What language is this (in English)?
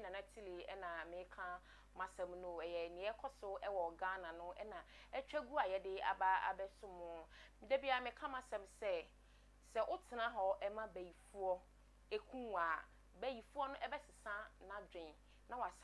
Akan